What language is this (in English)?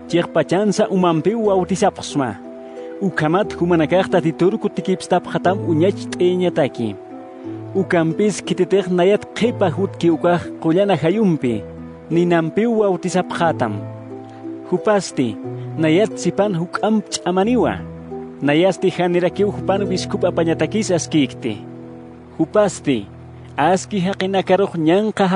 Aymara